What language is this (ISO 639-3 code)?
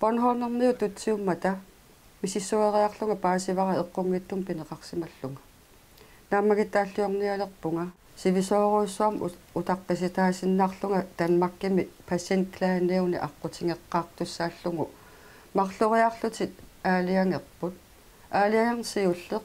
kal